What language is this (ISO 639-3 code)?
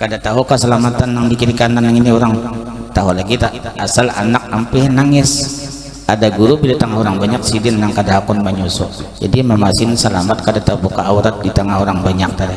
bjn